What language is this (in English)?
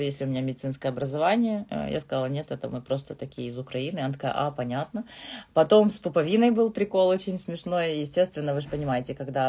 Russian